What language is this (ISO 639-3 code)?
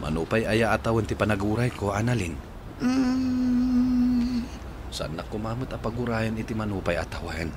ilo